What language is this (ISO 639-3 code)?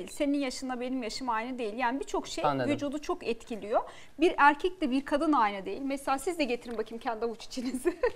tur